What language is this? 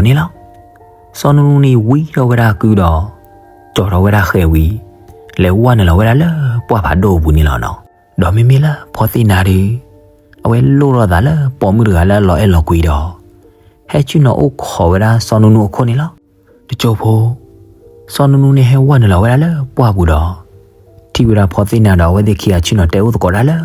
S'gaw Karen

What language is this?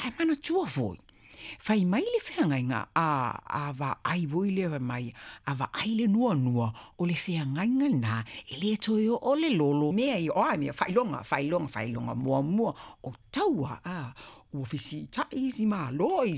Samoan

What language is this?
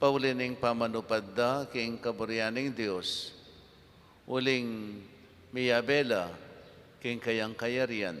Pampanga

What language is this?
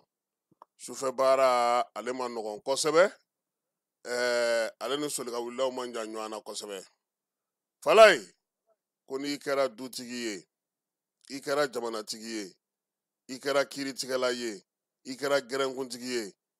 Bambara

